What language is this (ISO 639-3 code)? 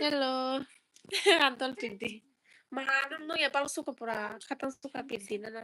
trp